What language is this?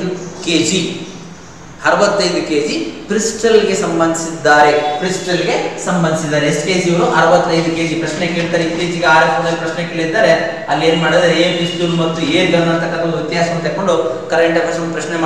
Kannada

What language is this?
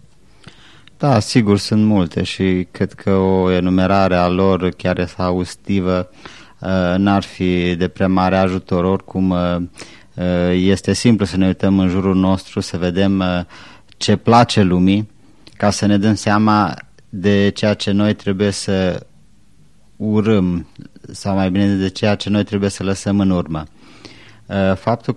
Romanian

